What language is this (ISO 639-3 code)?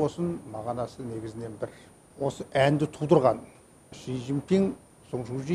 kaz